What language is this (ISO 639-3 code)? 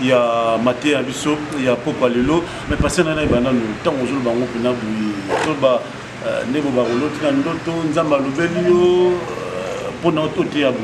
lin